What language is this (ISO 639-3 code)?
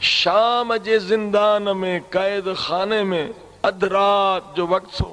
snd